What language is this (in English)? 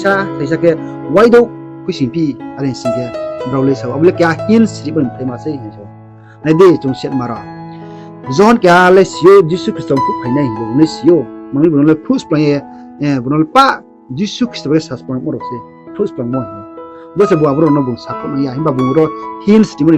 Riang (India)